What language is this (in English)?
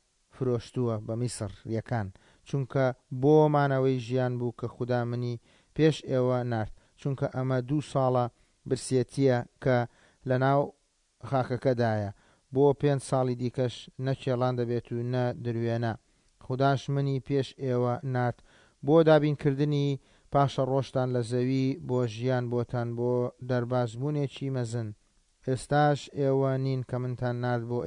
Central Kurdish